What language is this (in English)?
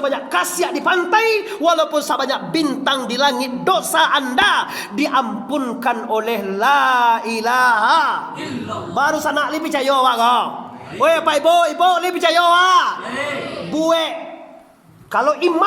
Minangkabau